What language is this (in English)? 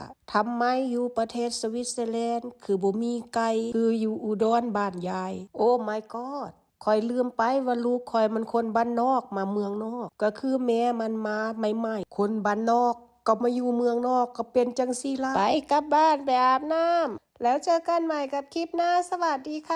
Lao